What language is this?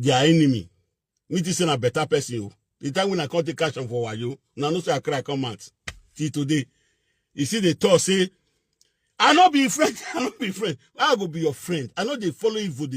Nigerian Pidgin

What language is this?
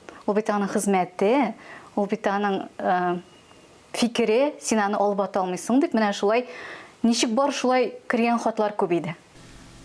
Tatar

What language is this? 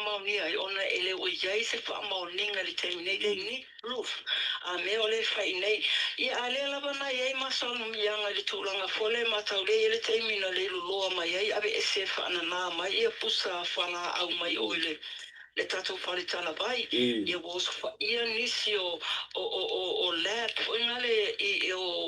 Samoan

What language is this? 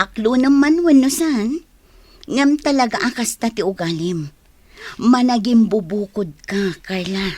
Iloko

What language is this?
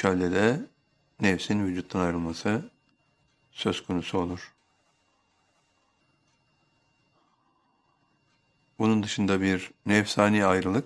Turkish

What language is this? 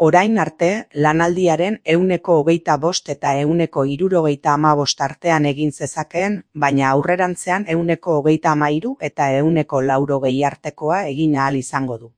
Basque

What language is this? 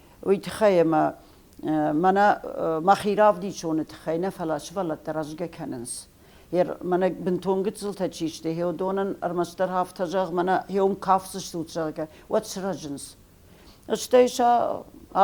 Ossetic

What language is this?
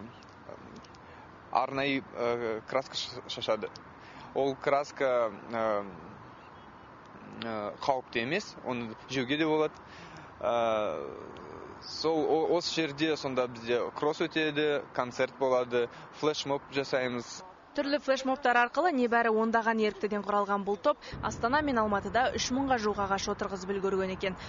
Kazakh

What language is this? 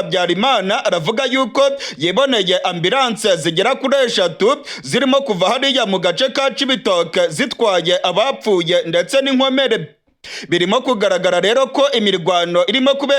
Rundi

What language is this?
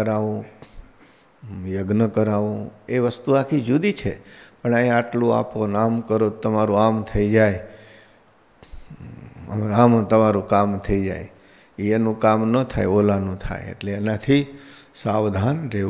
Gujarati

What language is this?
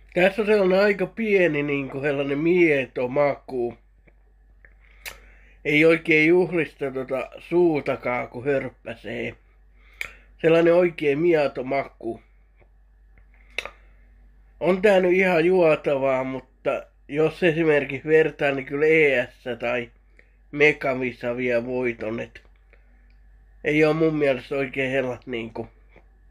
Finnish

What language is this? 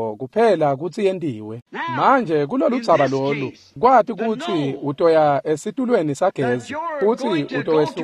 Swati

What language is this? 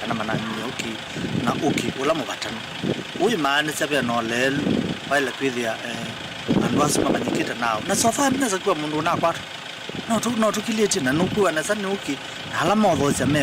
Kamba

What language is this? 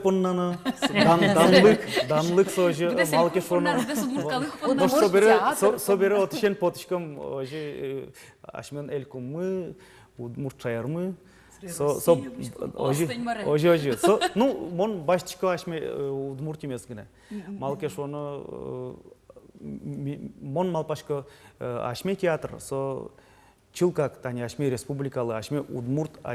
Udmurt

